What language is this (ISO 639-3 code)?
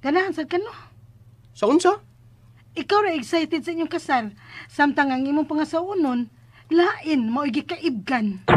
ceb